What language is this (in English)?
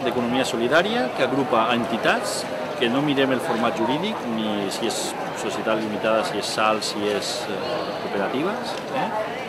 Catalan